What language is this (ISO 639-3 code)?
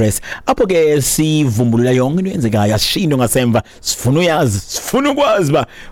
xho